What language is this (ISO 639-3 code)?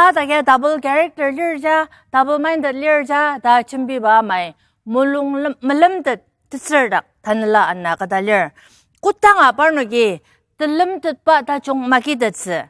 njo